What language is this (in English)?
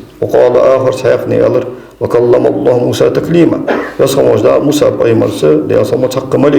Ingush